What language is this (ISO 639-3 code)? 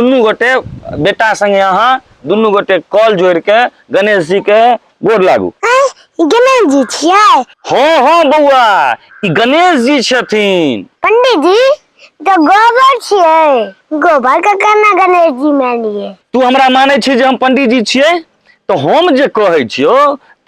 mai